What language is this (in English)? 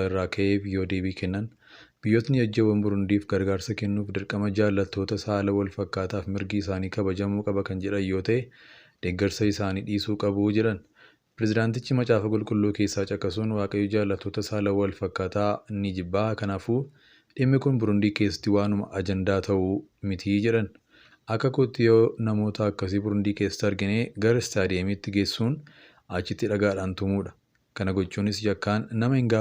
Oromo